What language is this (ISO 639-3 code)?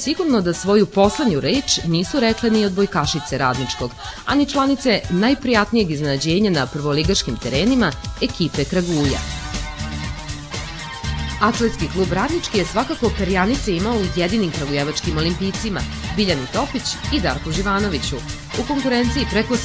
srp